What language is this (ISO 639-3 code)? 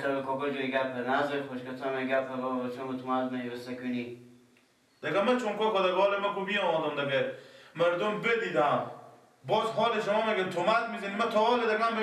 fas